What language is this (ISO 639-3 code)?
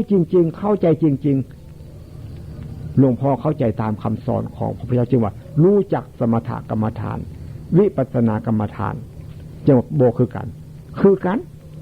tts